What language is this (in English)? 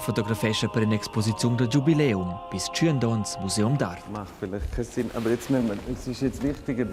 Romansh